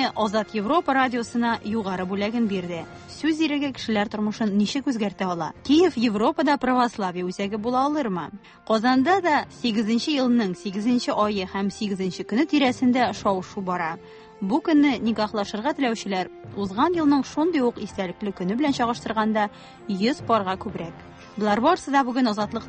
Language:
Tatar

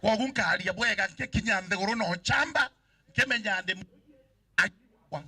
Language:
Meru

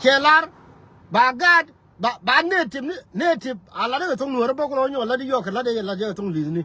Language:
Nuer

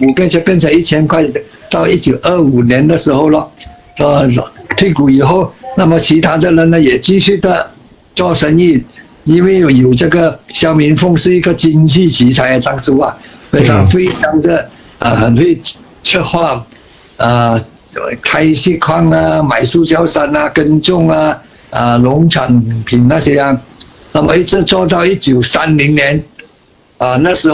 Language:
Chinese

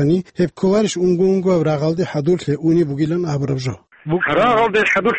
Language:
Avaric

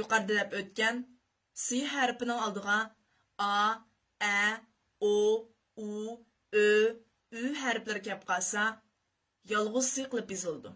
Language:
Uyghur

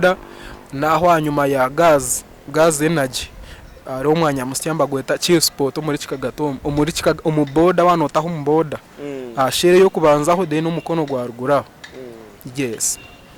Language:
Nyankole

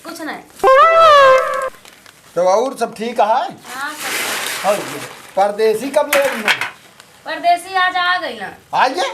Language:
Awadhi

